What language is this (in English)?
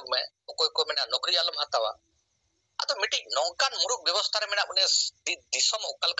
Santali